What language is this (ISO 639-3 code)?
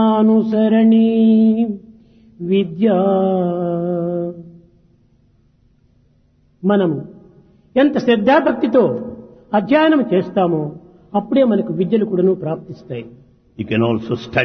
tel